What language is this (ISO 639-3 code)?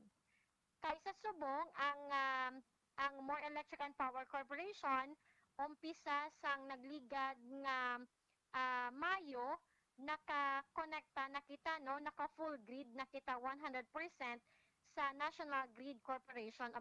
hil